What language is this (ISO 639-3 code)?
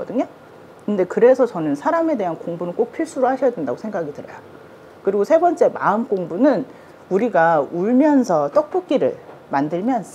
kor